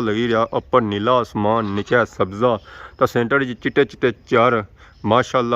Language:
Pahari-Potwari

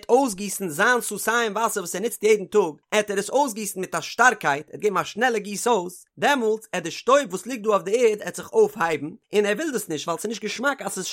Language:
Yiddish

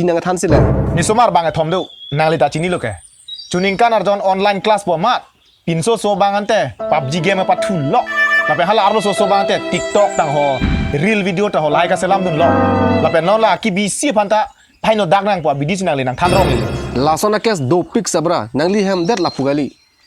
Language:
Karbi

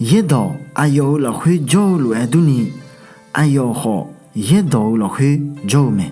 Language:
Akha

